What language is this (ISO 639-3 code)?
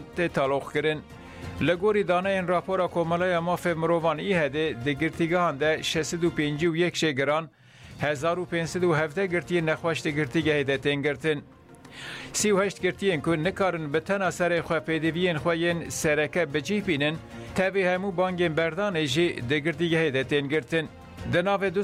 kur